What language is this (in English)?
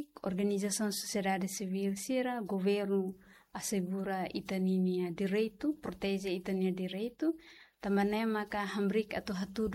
Tetum